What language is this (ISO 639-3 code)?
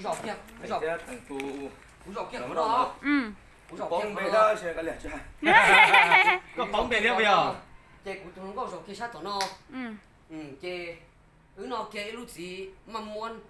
vie